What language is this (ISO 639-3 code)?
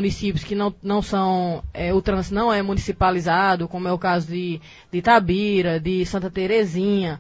por